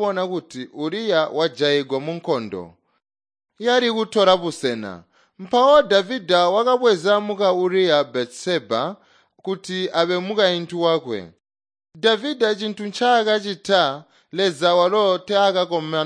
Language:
Tonga (Zambia)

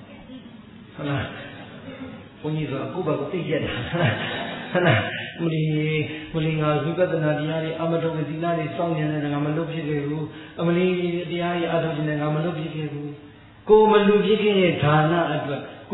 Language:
Burmese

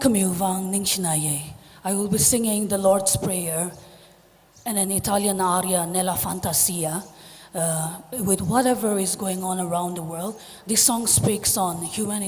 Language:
Tangkhul Naga (India)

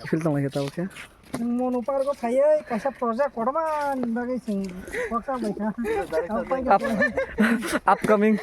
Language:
Kok Borok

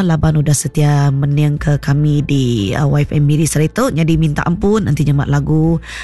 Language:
Iban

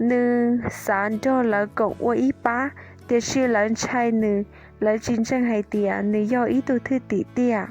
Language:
Hmong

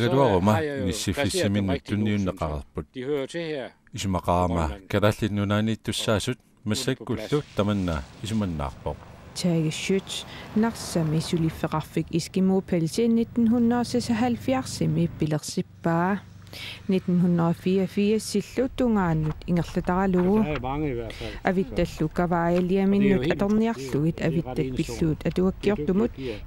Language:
Kalaallisut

